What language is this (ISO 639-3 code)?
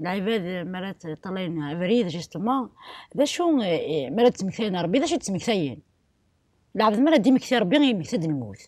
kab